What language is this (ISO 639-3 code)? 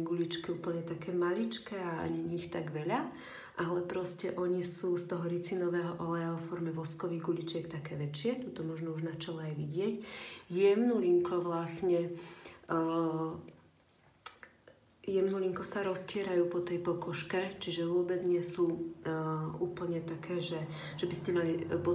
slk